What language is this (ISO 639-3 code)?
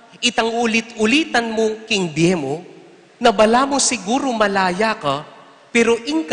pam